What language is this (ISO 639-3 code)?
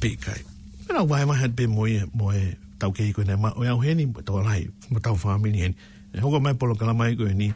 ton